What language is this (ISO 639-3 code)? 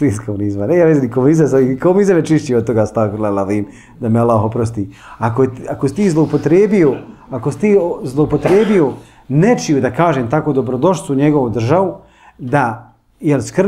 bos